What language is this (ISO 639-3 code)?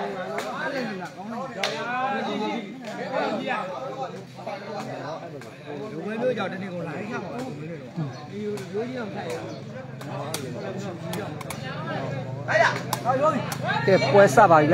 mya